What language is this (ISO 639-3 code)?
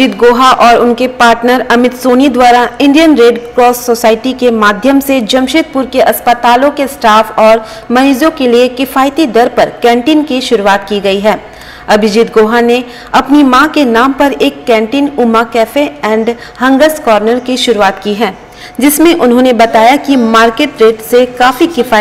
hin